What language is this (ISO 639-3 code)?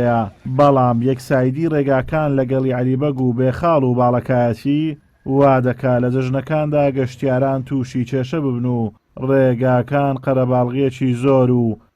ckb